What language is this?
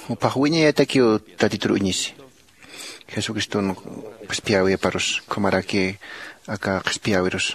Aymara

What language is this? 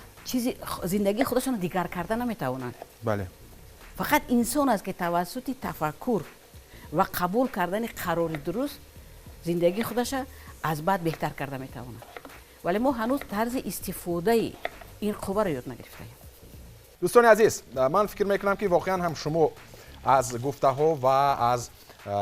Tajik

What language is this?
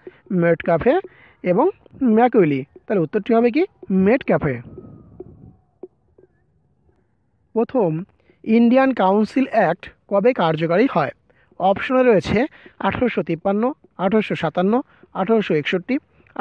Bangla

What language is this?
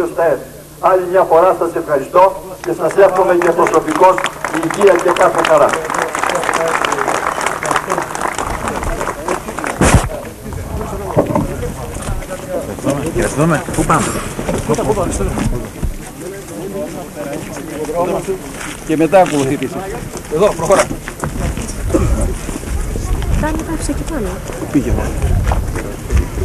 Greek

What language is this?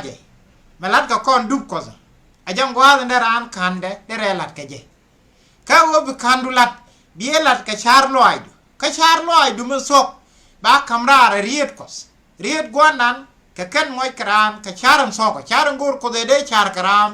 Nuer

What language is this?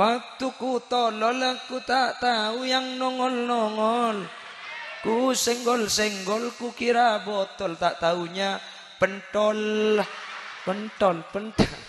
Madurese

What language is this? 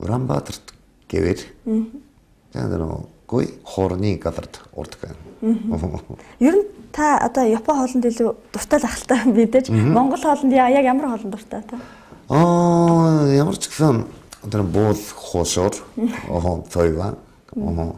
Mongolian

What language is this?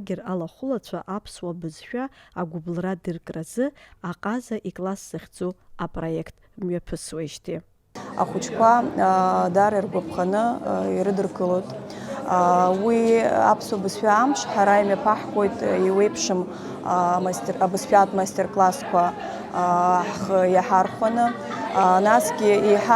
Abkhazian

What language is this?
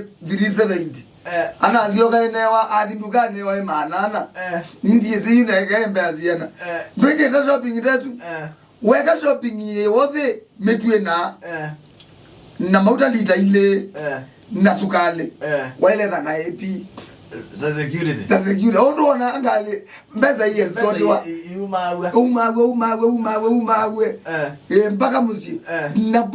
Kamba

